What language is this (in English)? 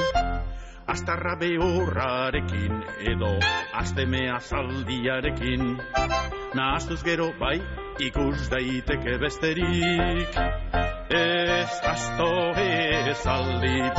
Basque